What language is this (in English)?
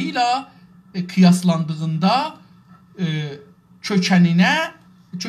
South Azerbaijani